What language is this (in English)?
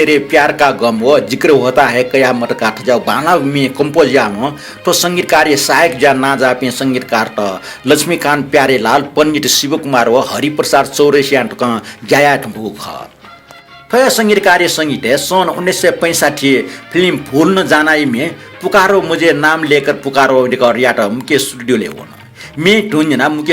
Newari